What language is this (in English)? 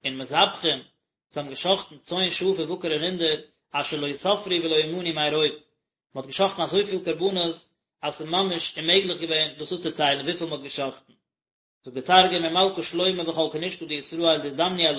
Yiddish